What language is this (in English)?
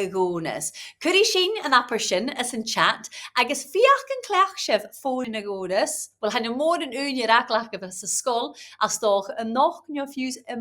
Scottish Gaelic